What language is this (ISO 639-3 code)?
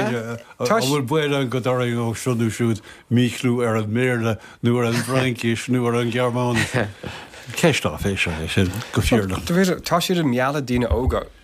gle